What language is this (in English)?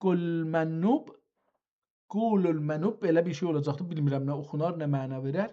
South Azerbaijani